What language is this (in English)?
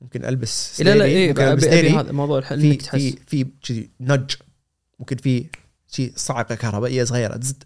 Gulf Arabic